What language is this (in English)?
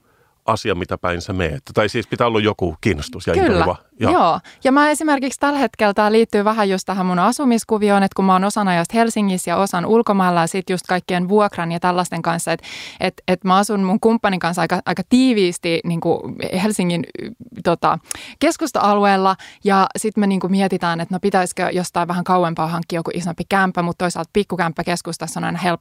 Finnish